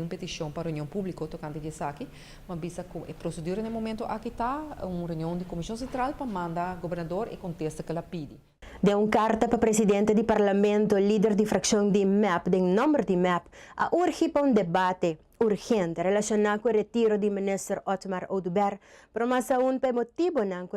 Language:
Papiamento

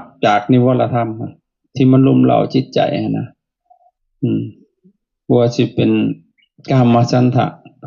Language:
Lao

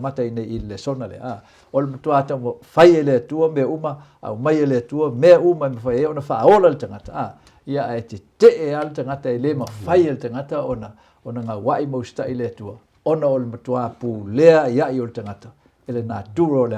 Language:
Samoan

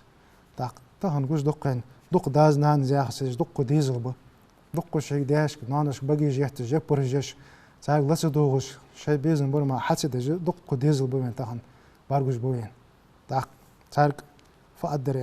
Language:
Ingush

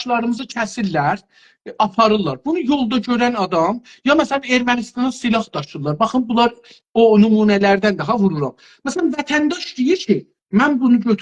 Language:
South Azerbaijani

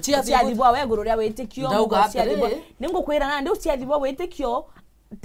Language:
Meru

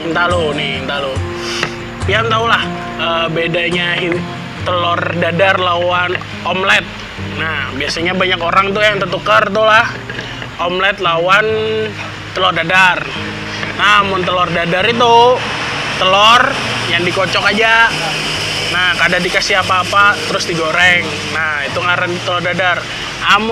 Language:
Banjar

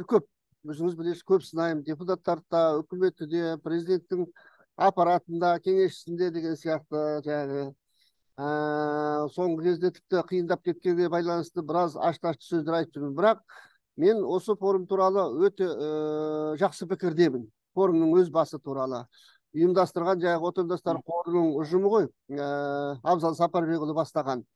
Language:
Kazakh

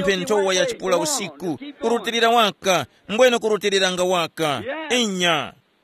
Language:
Tumbuka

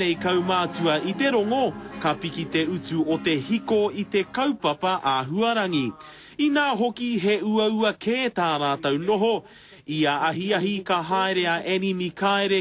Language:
Māori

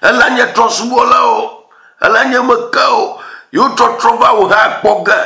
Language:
Ewe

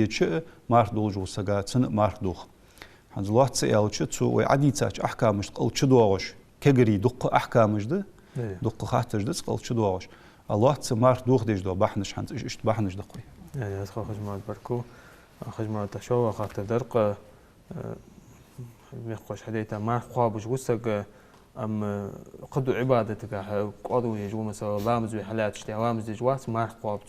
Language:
Ingush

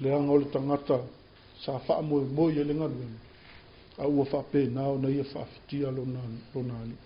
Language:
Samoan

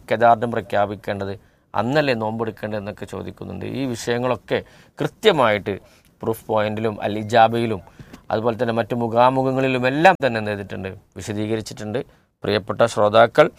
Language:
Malayalam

